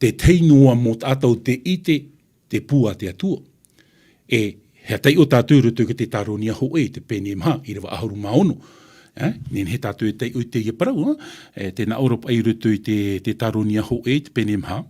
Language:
Tahitian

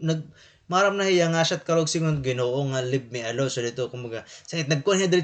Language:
Waray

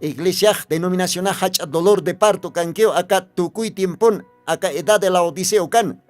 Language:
Aymara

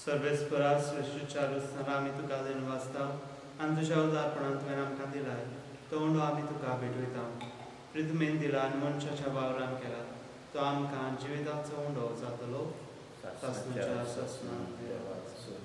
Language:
Konkani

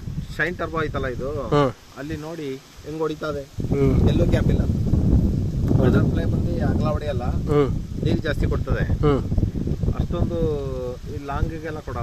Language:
Kannada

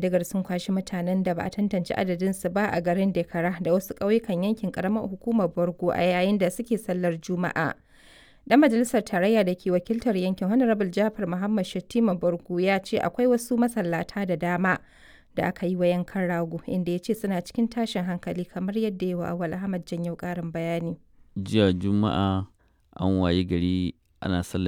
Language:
Hausa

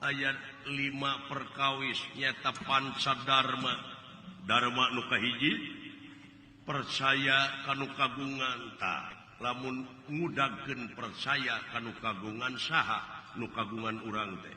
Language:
Sundanese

